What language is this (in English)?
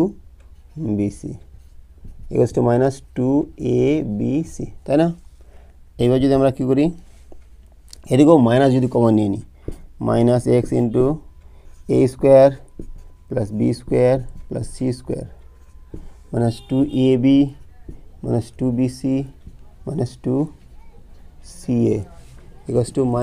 Bangla